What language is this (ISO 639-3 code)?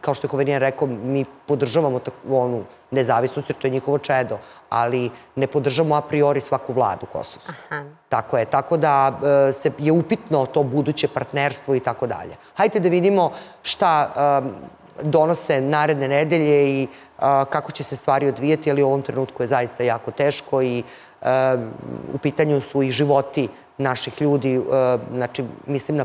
srp